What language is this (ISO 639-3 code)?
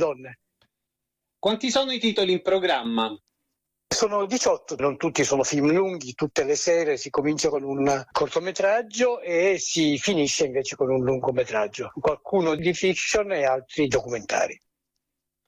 ita